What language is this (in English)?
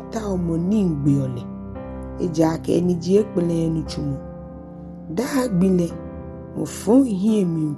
Ga